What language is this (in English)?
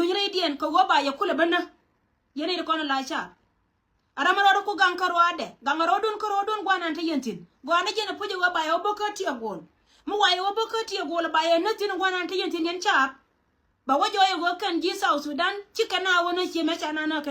Nuer